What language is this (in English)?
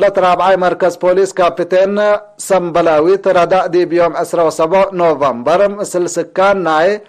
Tigre